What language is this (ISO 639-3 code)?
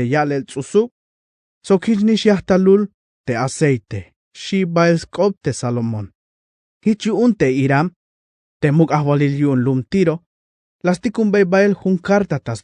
tzh